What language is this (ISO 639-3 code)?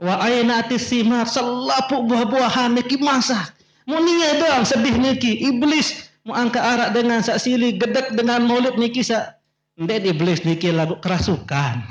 sas